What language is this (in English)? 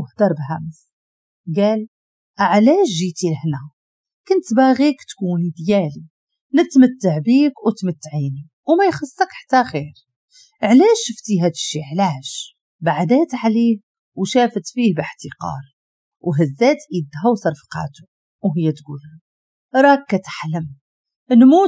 Moroccan Arabic